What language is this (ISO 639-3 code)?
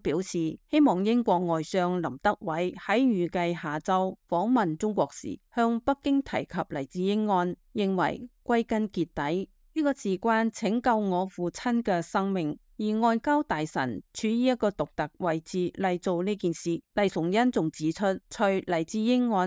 yue